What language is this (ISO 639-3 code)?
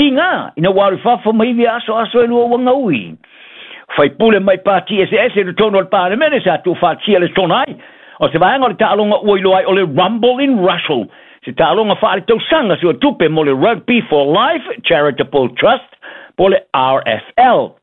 smo